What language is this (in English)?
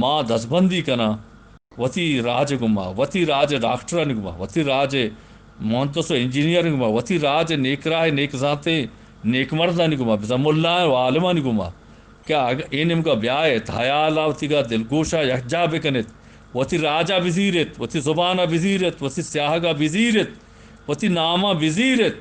Eastern Balochi